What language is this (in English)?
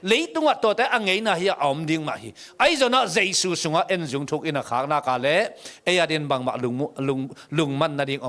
Tedim Chin